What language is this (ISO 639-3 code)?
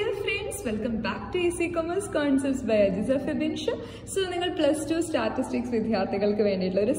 mal